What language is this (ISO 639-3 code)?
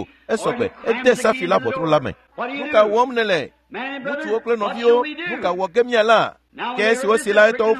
ewe